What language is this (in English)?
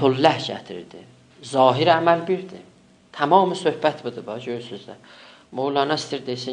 South Azerbaijani